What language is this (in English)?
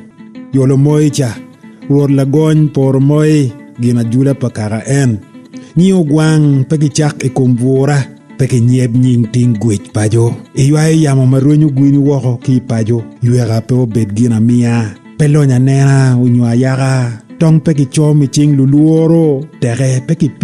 Acoli